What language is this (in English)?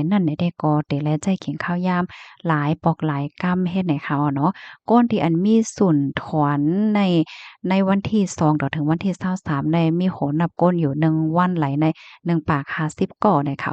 Shan